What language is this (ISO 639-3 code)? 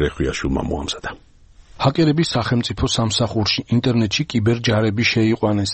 kat